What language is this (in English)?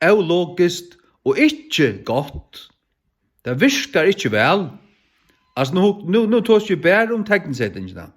Faroese